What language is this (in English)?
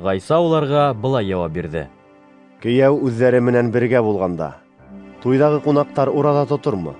Bashkir